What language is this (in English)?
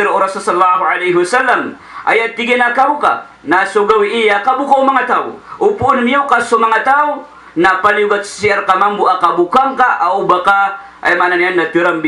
Maranao